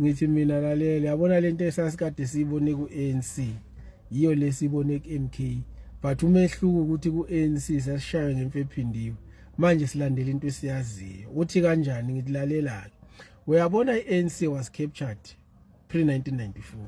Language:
Zulu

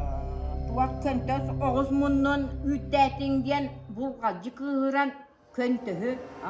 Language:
Yakut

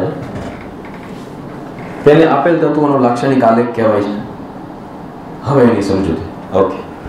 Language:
Gujarati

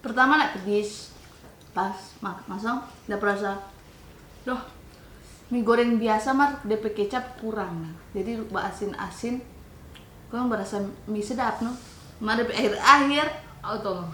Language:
Manado Malay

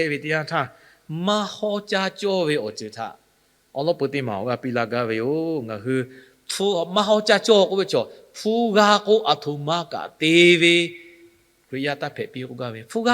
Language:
Lahu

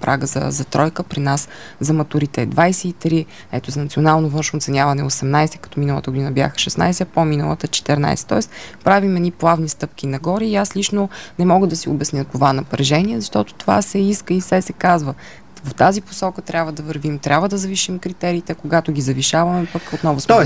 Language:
Bulgarian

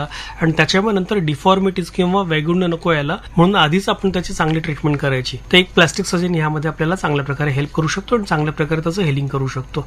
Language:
Marathi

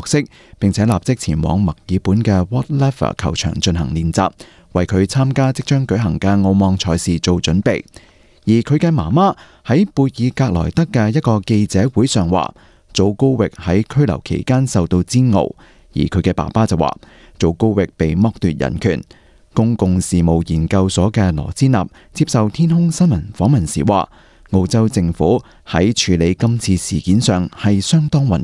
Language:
Cantonese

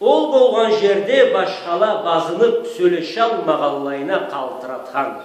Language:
Karachay-Balkar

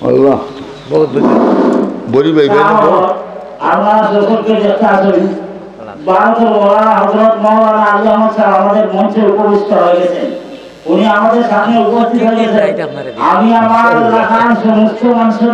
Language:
Sylheti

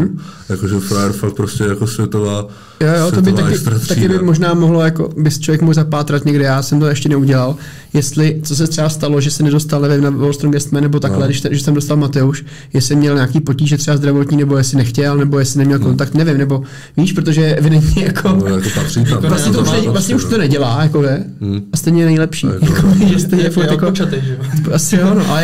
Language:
Czech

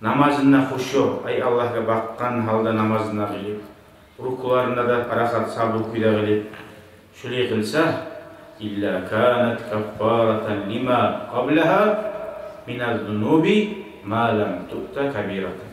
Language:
Kumyk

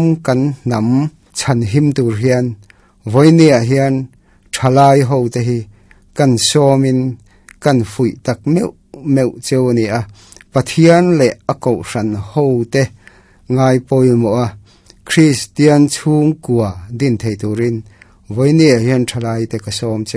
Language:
Mizo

